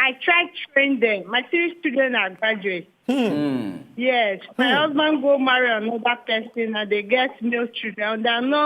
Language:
Nigerian Pidgin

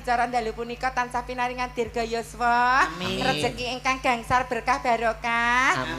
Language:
Javanese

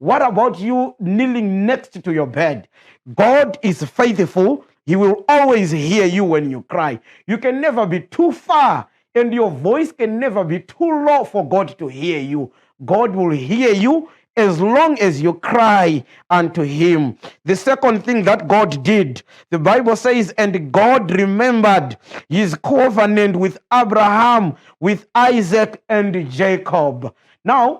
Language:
English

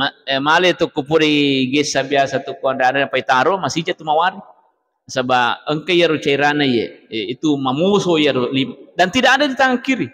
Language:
Buginese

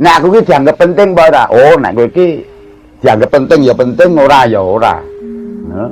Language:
Javanese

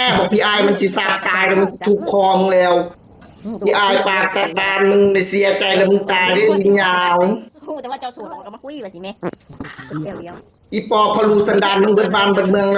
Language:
Northeastern Thai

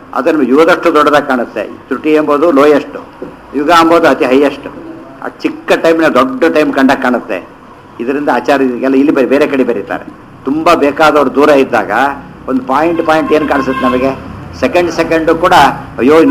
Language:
Kannada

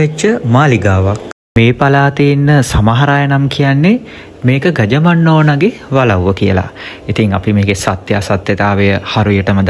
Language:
Sinhala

